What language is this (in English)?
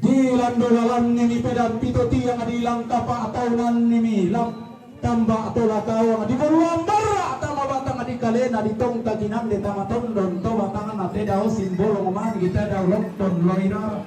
Toraja-Sa'dan